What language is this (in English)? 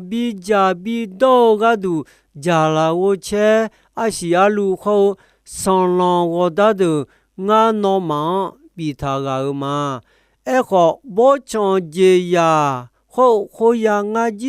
Akha